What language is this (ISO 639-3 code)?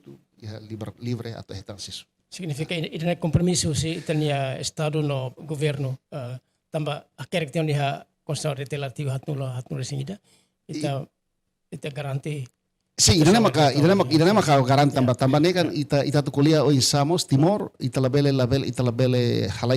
tet